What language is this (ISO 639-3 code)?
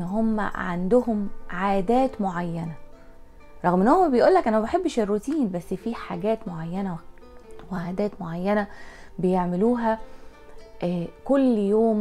arz